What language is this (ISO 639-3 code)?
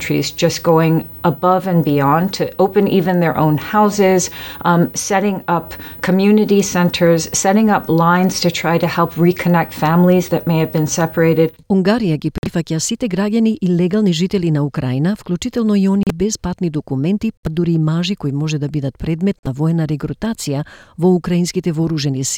mkd